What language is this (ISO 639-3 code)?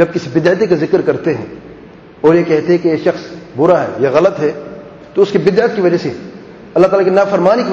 urd